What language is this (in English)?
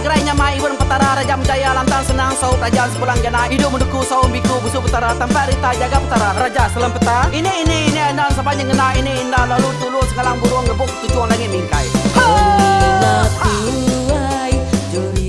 Iban